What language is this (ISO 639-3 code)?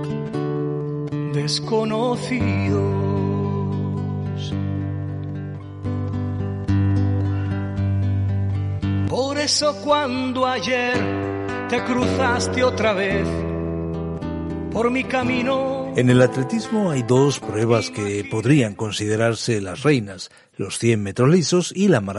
spa